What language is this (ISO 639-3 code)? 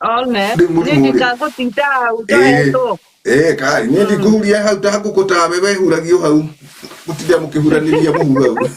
kik